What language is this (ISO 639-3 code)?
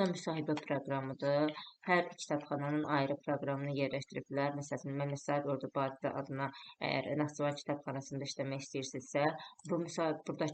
aze